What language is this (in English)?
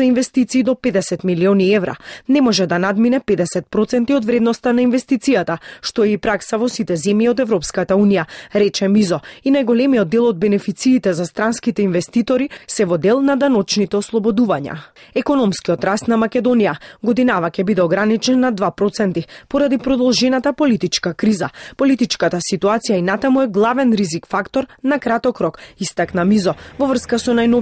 Macedonian